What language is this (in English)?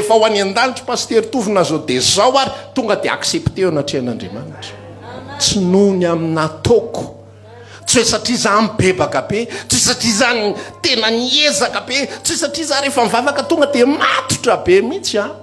Malagasy